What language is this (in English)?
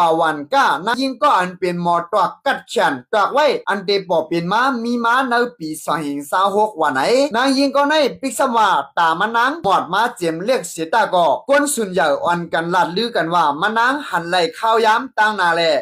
Shan